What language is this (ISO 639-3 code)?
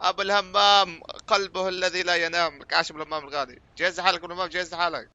apc